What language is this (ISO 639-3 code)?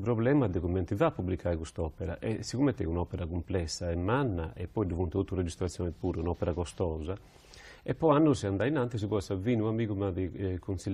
srd